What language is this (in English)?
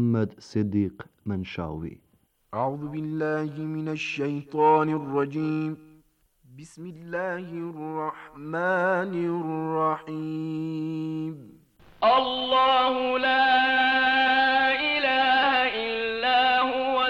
Bosnian